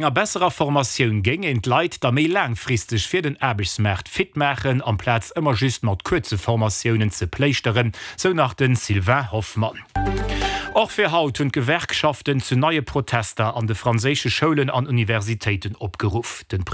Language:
Luxembourgish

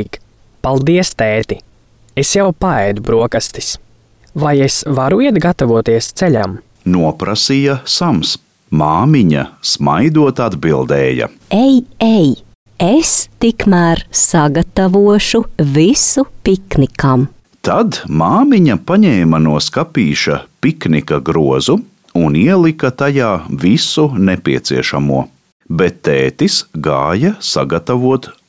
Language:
Latvian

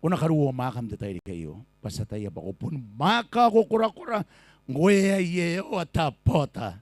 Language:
Gilbertese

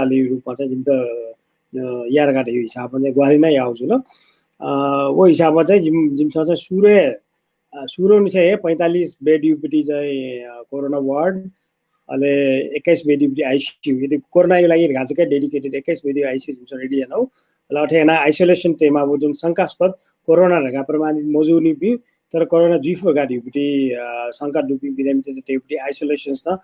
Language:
Newari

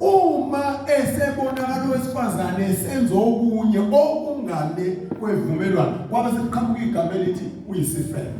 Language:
Zulu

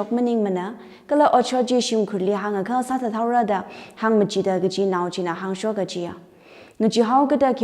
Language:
Tangkhul Naga (India)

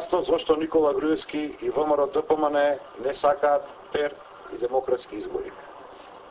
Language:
Macedonian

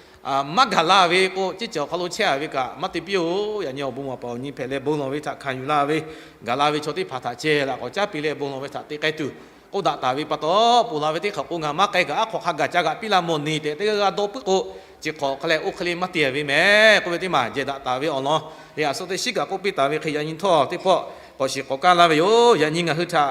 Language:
Lahu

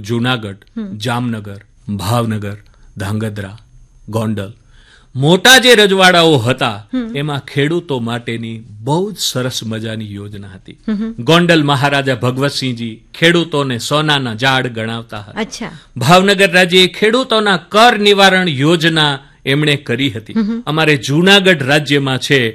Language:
Gujarati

